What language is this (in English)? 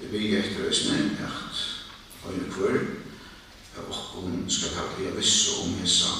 Faroese